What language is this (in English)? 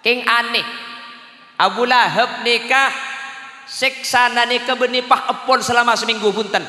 Madurese